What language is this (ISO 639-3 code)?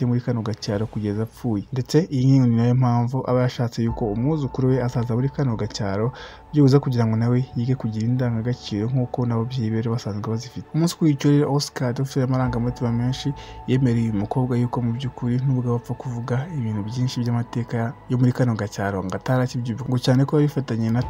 kin